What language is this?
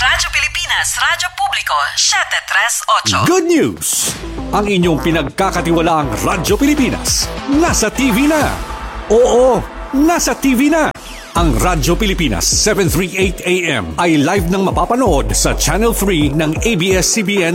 Filipino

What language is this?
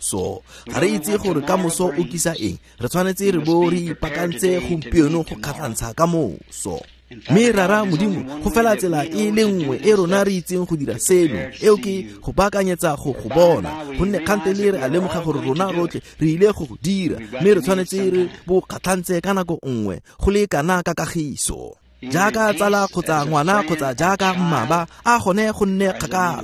Tswana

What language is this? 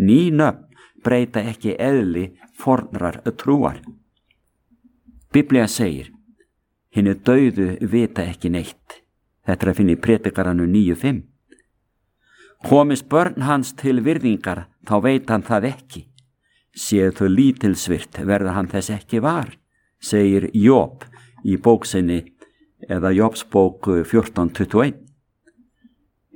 Icelandic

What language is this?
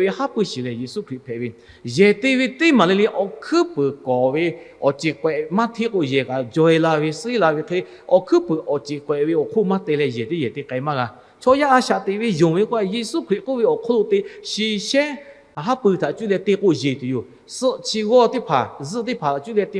Lahu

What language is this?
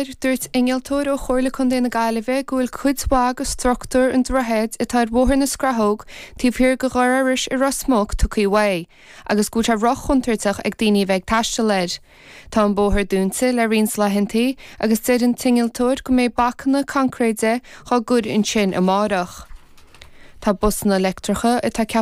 Irish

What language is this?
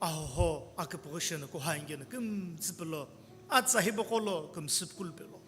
Sumi Naga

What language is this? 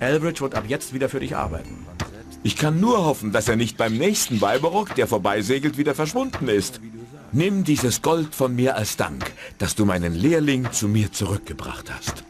Bavarian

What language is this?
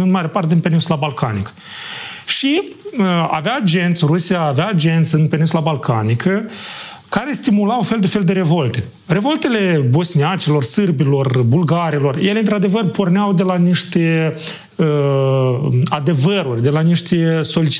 Romanian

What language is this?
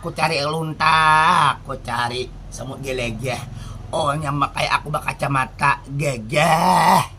Banjar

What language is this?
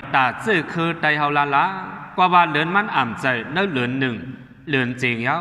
Shan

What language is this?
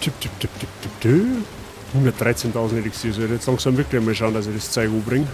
Bavarian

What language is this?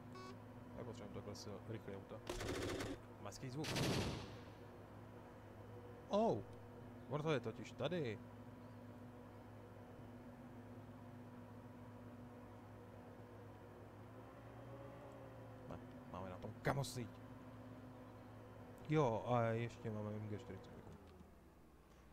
Czech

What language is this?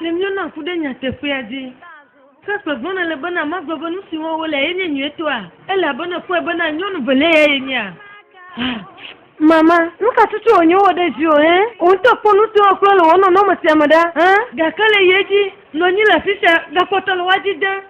Ewe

